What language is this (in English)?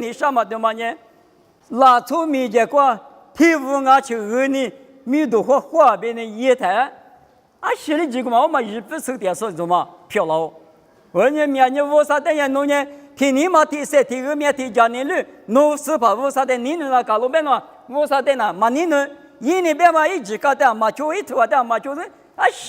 Lisu